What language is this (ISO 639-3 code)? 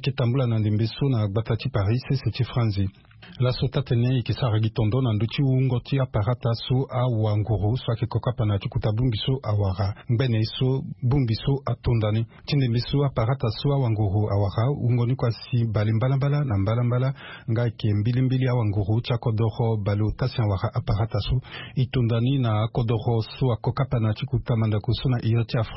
sag